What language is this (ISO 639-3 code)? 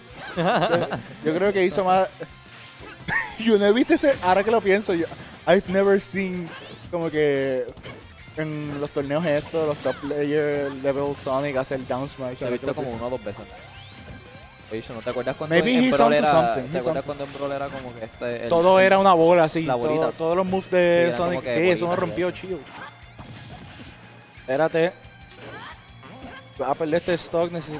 spa